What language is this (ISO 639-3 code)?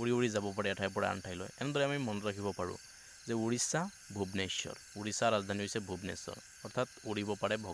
asm